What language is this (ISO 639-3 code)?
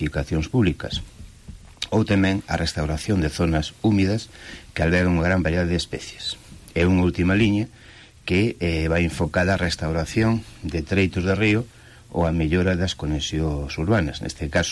glg